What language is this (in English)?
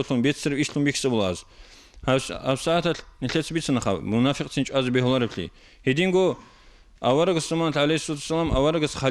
Avaric